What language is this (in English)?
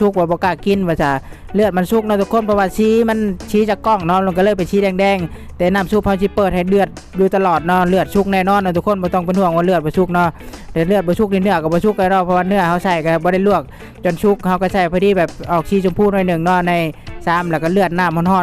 Lao